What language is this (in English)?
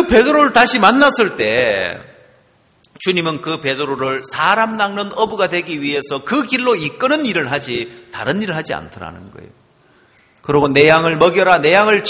Korean